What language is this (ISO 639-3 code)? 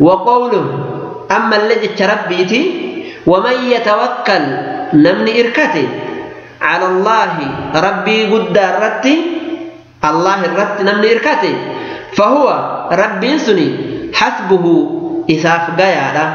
orm